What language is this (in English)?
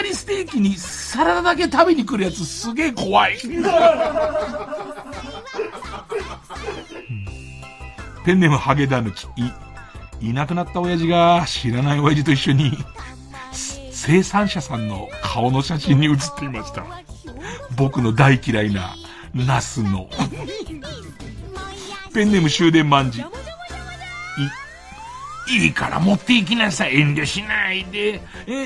Japanese